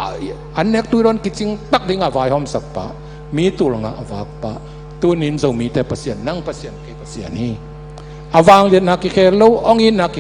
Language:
Tedim Chin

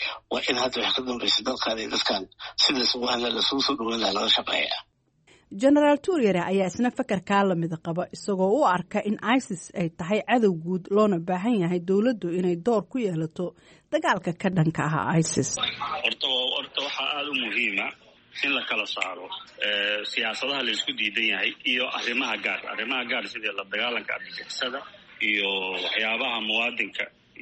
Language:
Somali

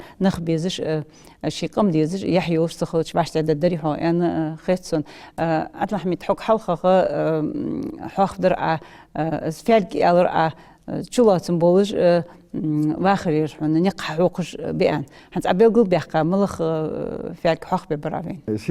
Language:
Ingush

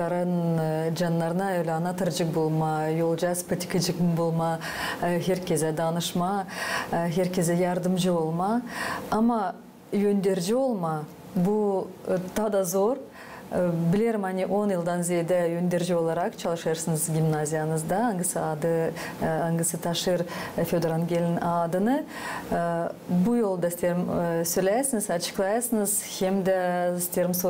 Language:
Gagauz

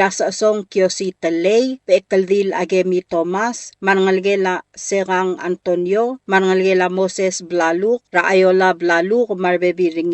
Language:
Palauan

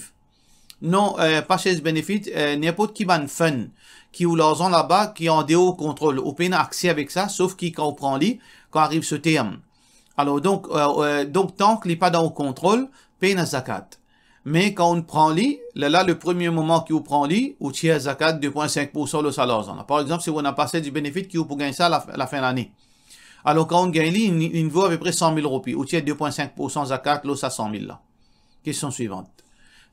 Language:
Morisyen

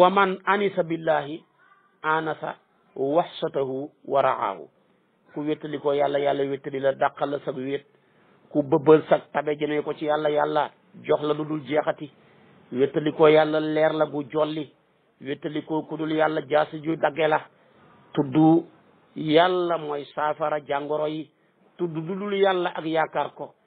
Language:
Wolof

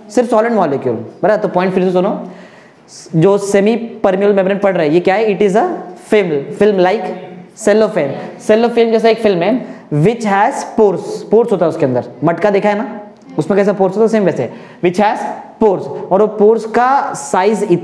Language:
Hindi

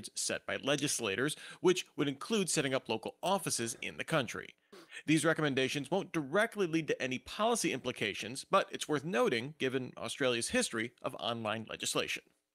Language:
English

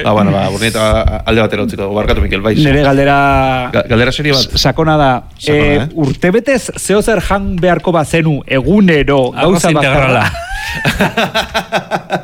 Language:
Basque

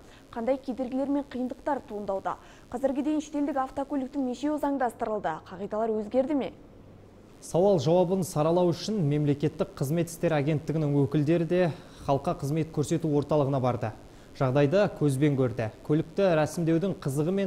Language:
Kazakh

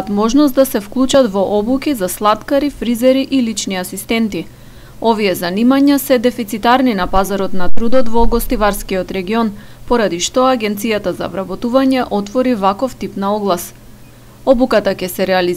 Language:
Macedonian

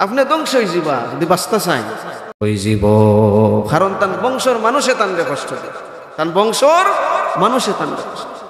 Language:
Sylheti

